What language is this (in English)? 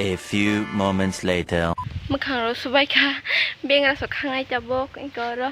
Kok Borok